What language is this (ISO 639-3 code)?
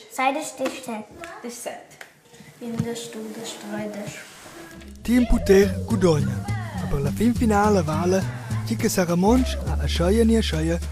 roh